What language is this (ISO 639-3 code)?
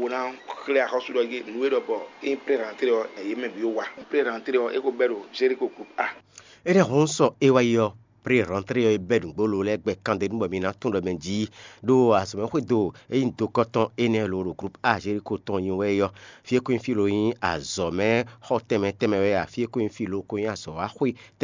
fon